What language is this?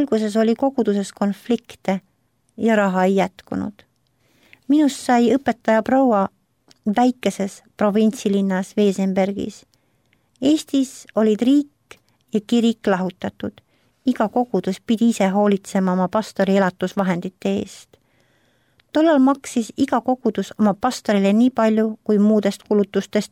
Estonian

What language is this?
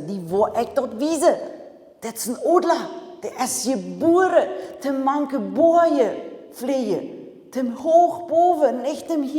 Plautdietsch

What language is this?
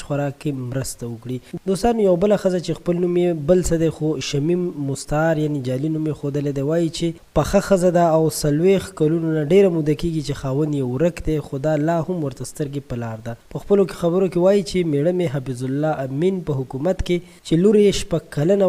Pashto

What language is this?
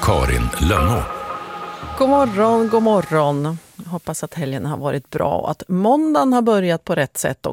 Swedish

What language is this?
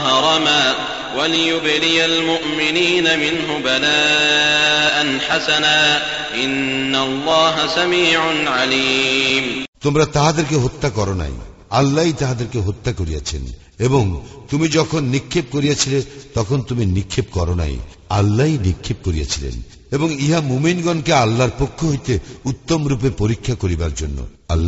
Bangla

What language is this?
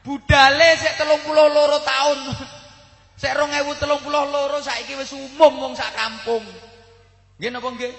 Javanese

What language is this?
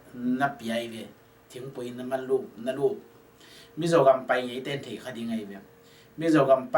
Tedim Chin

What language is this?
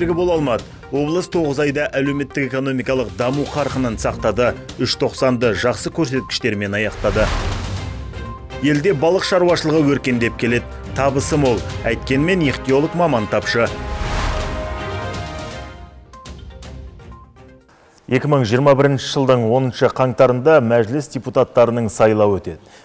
Kazakh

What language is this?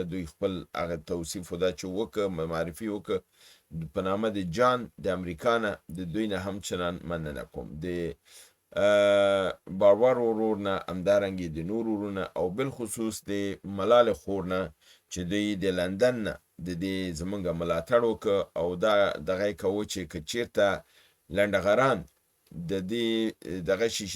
Pashto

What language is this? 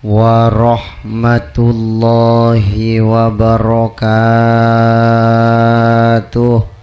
Madurese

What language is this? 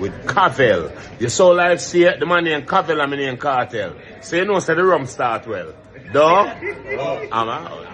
Jamaican Creole English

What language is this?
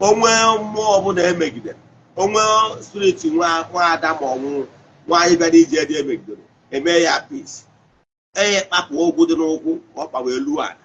Igbo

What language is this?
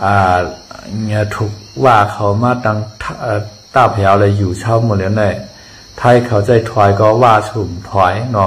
Shan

